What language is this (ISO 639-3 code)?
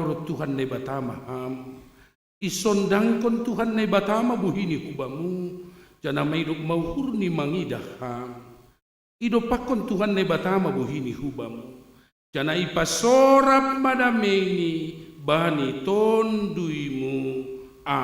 bts